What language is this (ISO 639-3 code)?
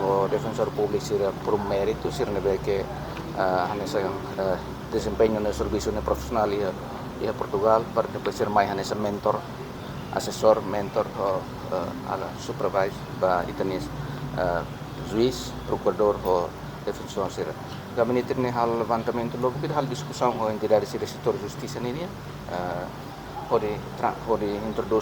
tet